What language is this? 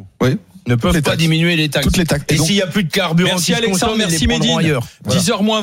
French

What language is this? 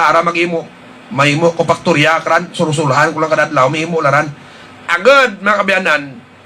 Hiligaynon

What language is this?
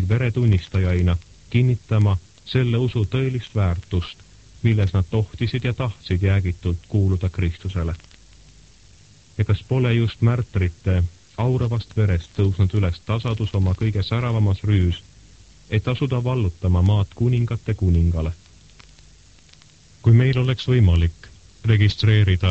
Estonian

